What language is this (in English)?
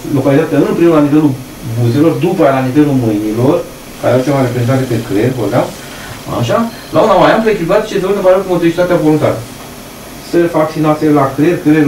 Romanian